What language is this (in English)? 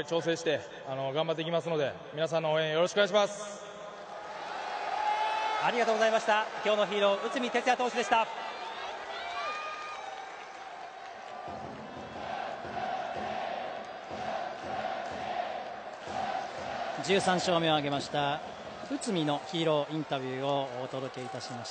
Japanese